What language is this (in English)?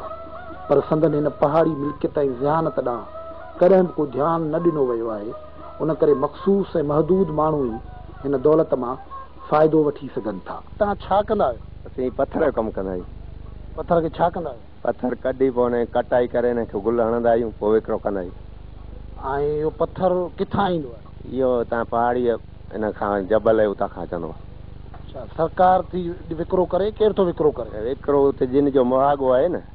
Sindhi